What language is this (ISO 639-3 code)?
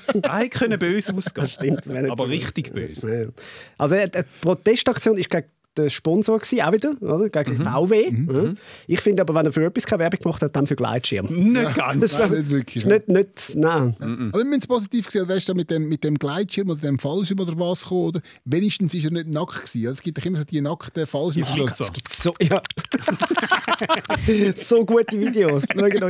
gsw